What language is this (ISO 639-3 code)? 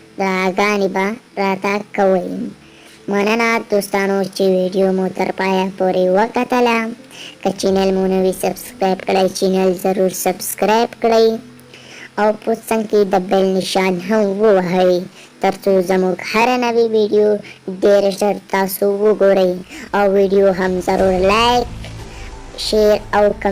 pus